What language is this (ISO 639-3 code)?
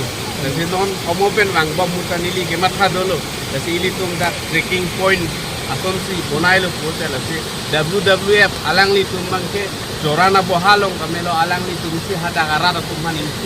mjw